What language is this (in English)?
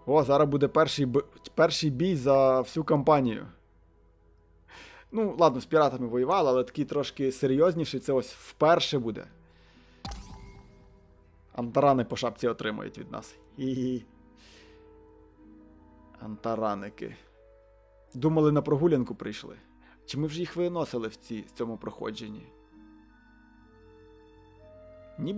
Ukrainian